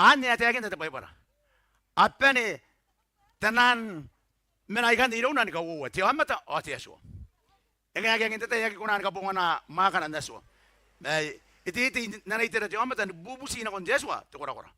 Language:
Gilbertese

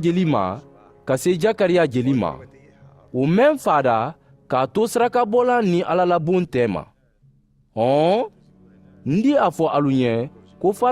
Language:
Mandingo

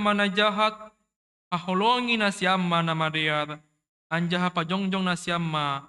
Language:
Batak Simalungun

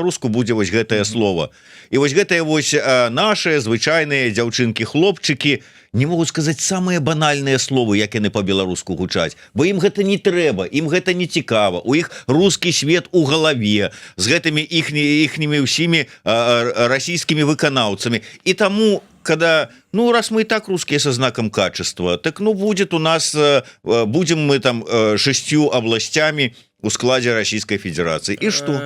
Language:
Belarusian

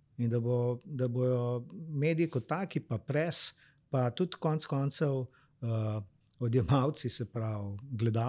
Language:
Slovenian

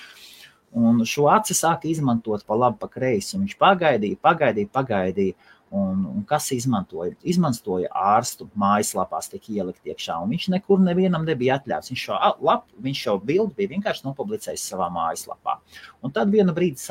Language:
Latvian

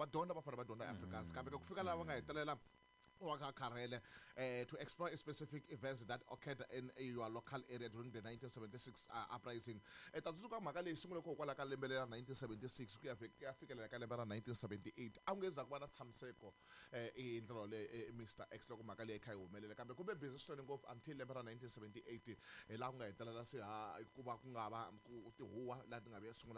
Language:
Tsonga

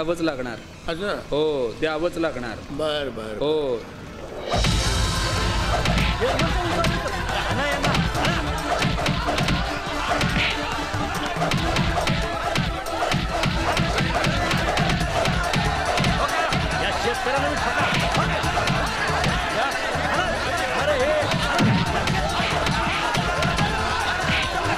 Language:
Marathi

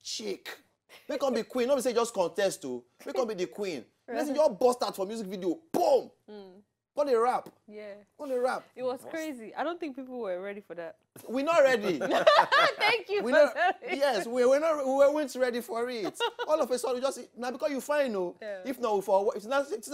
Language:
Nigerian Pidgin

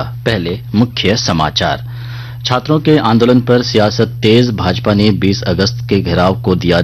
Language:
Hindi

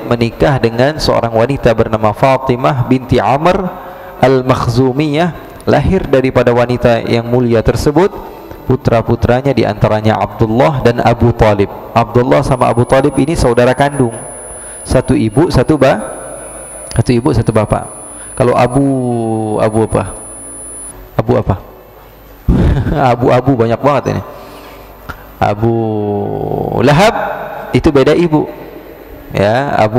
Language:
Indonesian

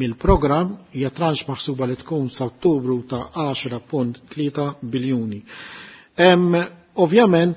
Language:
Maltese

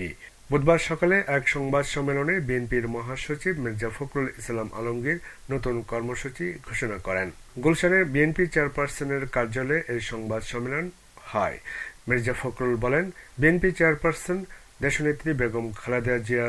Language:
Bangla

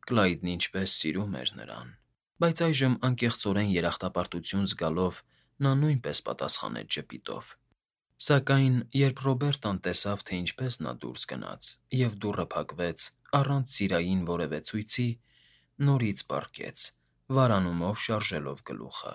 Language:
Armenian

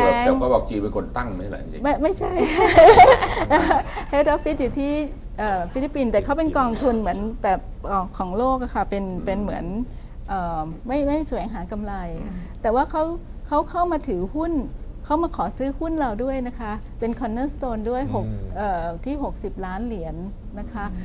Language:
Thai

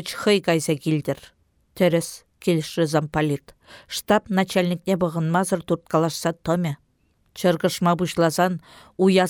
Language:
Chuvash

